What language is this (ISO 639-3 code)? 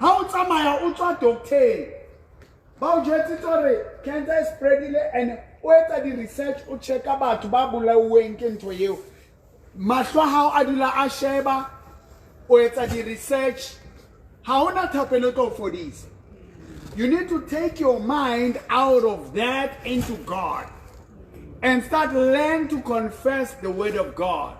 sot